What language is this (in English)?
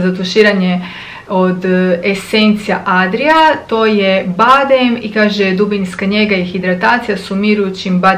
Croatian